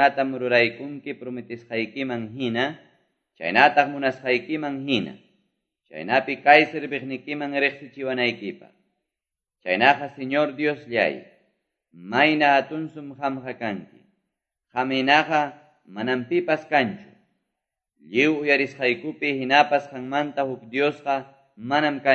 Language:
Quechua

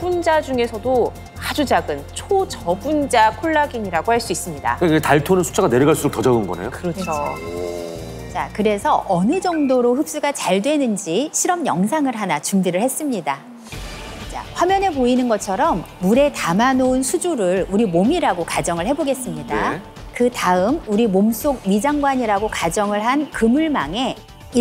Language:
Korean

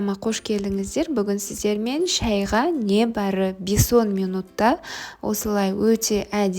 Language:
Kazakh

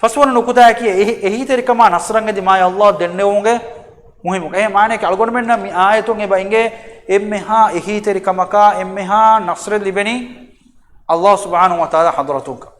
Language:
Divehi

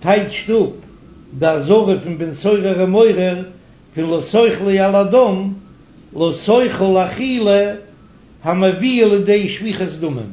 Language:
Yiddish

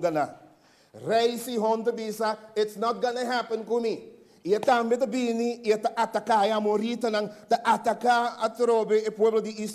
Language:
Papiamento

